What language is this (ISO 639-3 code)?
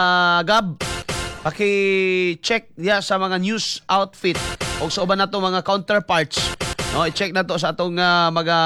ceb